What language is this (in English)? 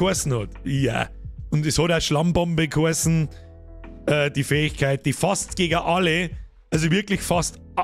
Bavarian